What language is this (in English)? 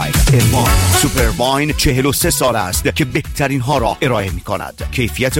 Persian